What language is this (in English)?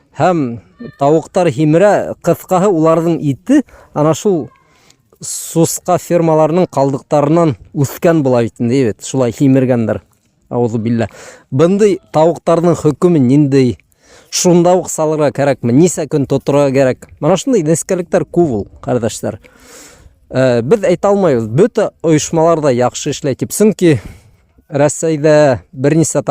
Bashkir